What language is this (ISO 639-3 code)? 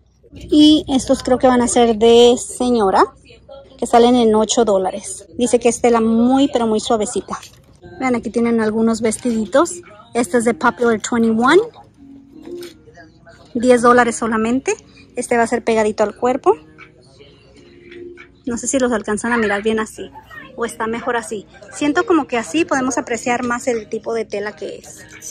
spa